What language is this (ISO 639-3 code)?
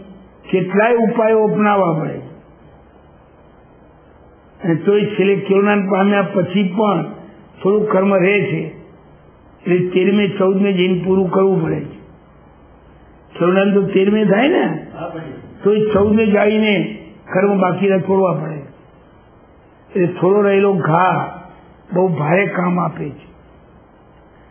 guj